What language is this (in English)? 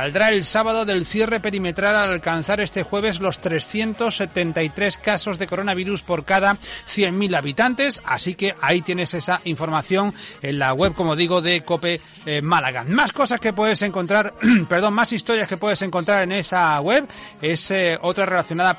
Spanish